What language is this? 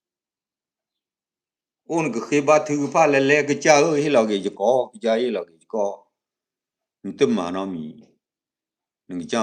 S'gaw Karen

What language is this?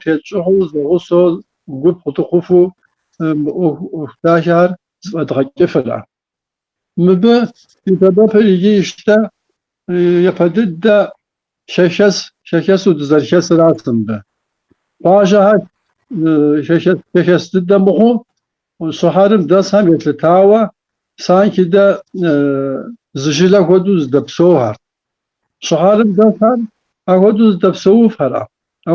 Kabardian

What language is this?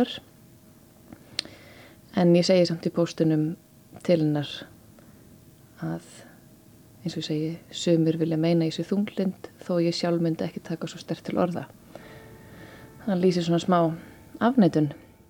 Icelandic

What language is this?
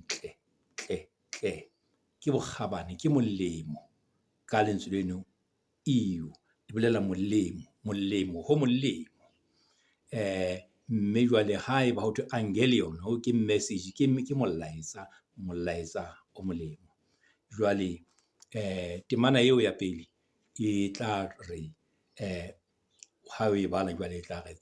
Southern Sotho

